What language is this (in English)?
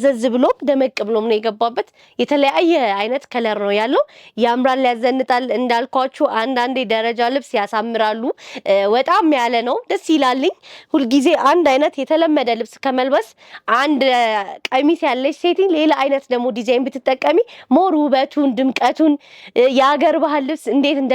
Amharic